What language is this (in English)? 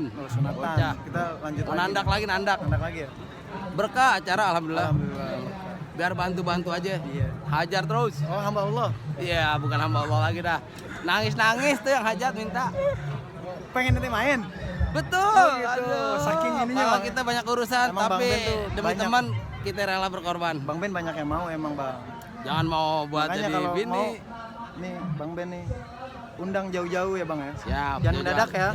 Betawi